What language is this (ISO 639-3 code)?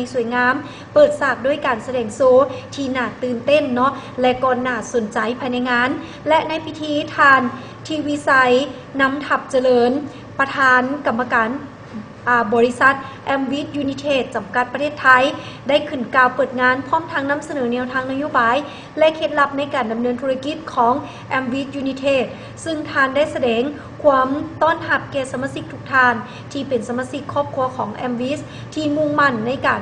lao